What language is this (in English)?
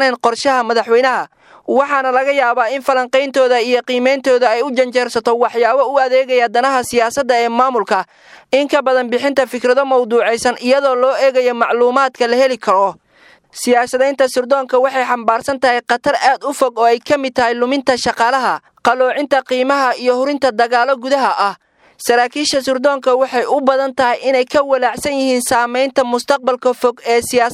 Somali